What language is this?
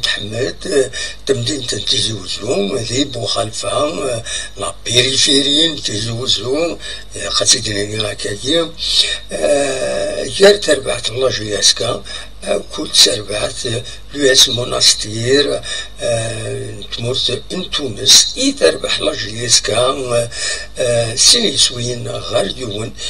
Kabyle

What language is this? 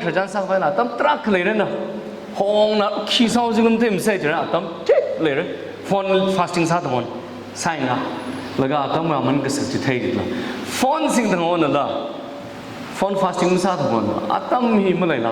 Tangkhul Naga (India)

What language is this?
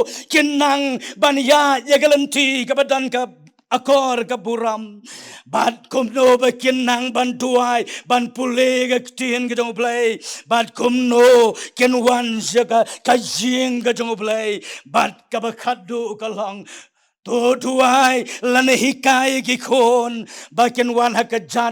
Khasi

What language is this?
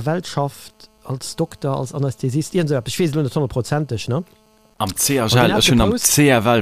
Luxembourgish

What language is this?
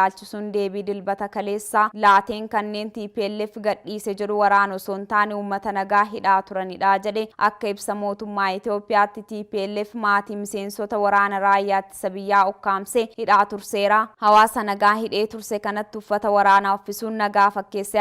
Oromo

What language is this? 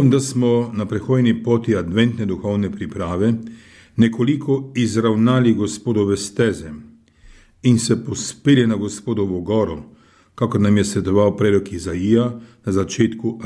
Slovenian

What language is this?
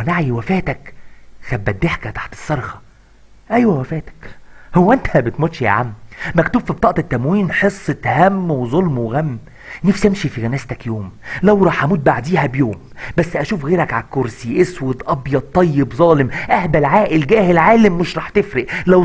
Egyptian Arabic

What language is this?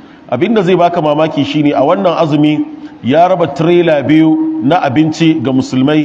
Hausa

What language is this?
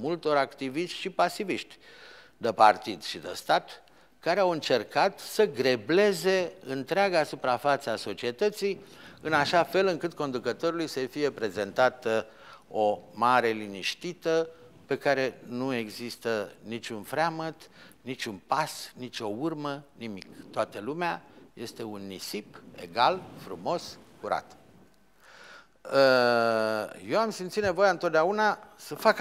Romanian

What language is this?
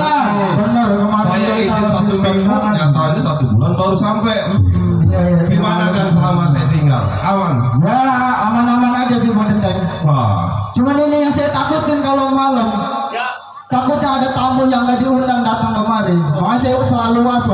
Betawi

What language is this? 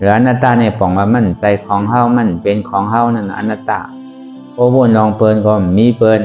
Shan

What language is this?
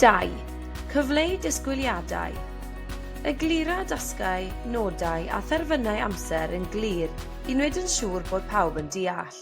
Welsh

